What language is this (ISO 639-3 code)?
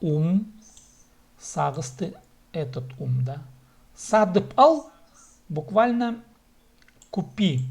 kjh